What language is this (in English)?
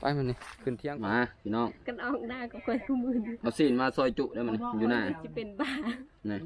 Lao